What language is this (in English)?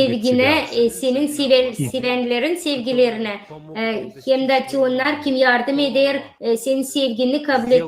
Gagauz